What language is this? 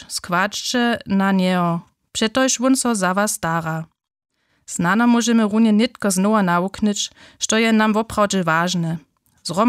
Upper Sorbian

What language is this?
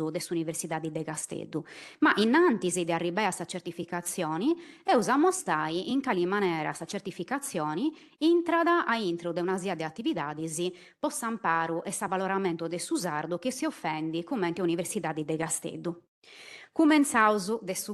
Sardinian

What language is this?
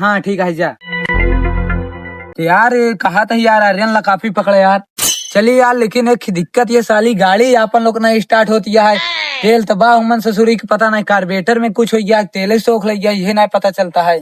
Awadhi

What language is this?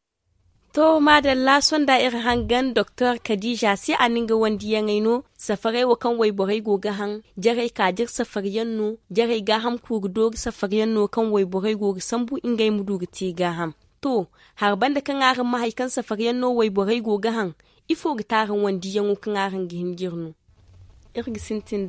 Zarma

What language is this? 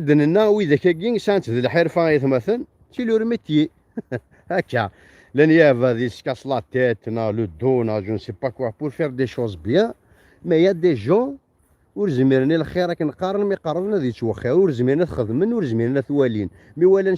Kabyle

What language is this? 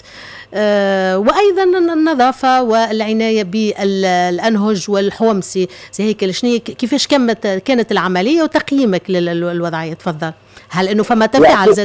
Tunisian Arabic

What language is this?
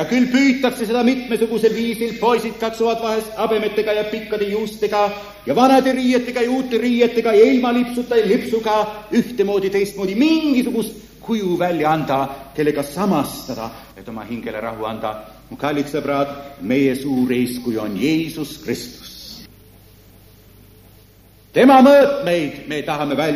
Estonian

